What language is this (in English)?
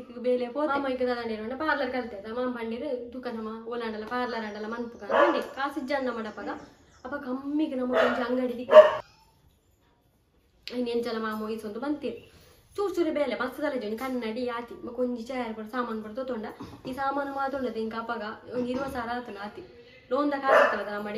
Tulu